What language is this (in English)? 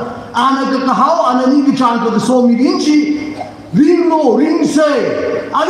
Tangkhul Naga (India)